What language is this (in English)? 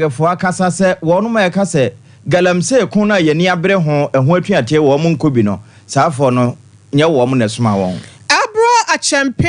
Akan